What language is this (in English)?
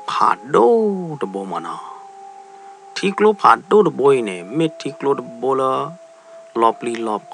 S'gaw Karen